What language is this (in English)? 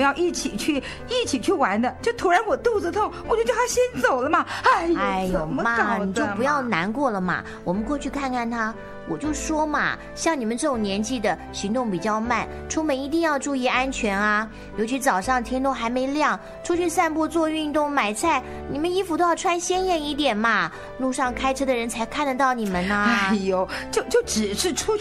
Chinese